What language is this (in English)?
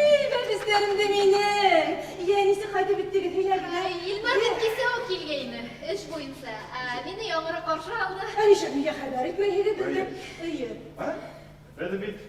Bashkir